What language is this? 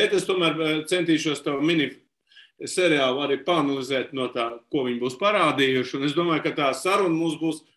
Latvian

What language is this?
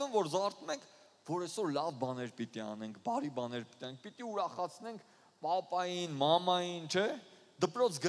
Armenian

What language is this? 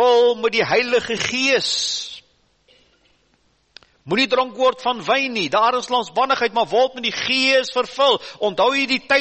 Afrikaans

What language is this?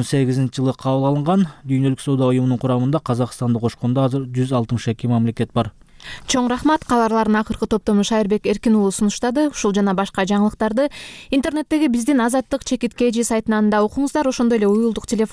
Kyrgyz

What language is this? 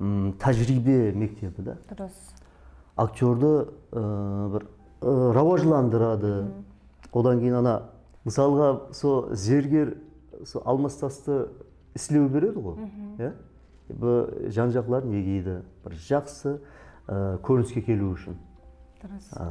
Kara-Kalpak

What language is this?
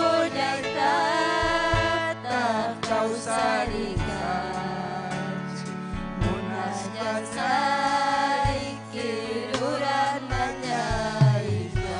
Ayacucho Quechua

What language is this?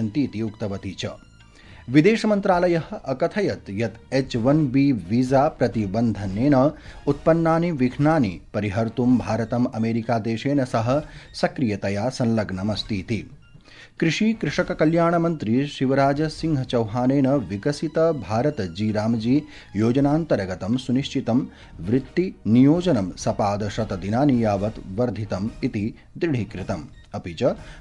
Sanskrit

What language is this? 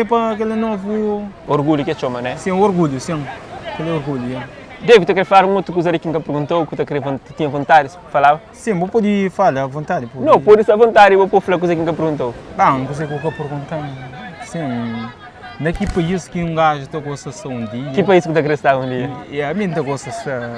Kabuverdianu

